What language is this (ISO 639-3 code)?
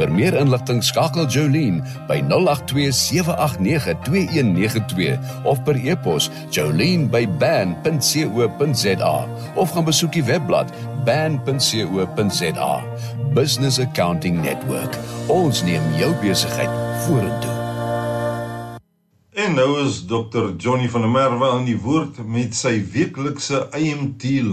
afr